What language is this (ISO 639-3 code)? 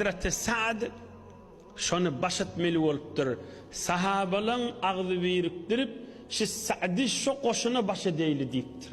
tuk